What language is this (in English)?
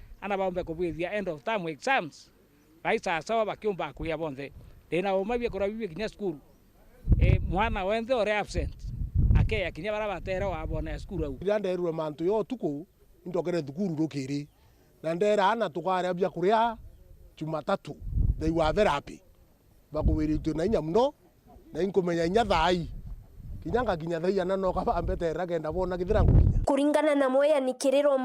Meru